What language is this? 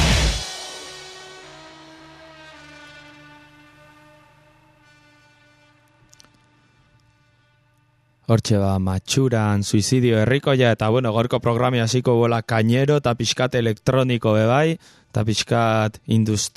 Basque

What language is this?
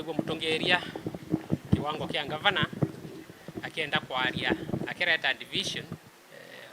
Meru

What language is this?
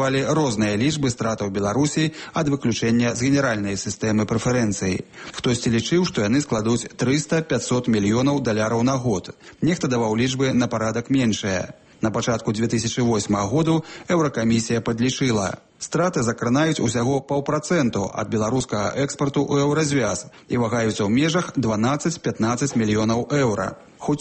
Belarusian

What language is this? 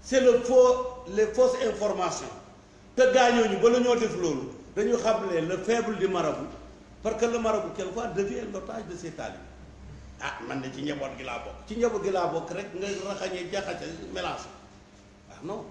Wolof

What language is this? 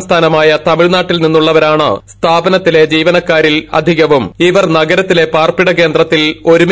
Malayalam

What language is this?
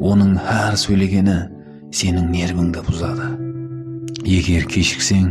Kara-Kalpak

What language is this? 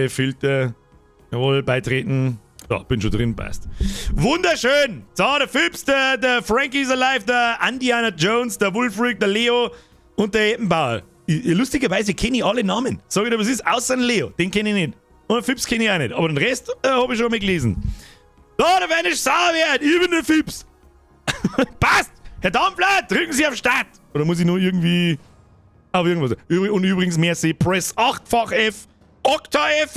Bavarian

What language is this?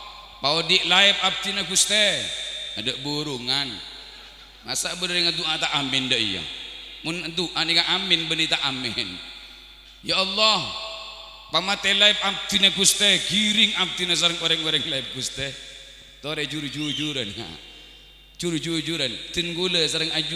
Madurese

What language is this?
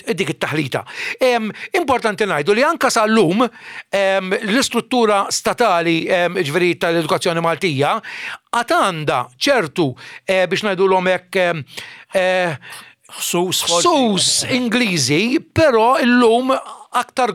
Maltese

